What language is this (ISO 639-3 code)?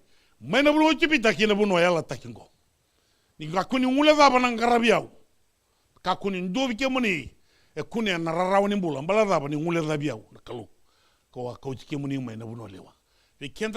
fij